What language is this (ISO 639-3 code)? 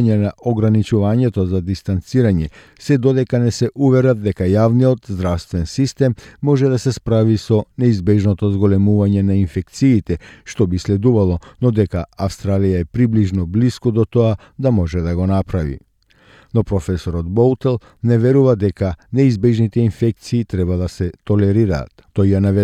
mkd